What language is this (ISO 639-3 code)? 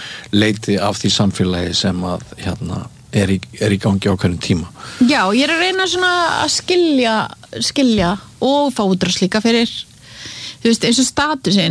isl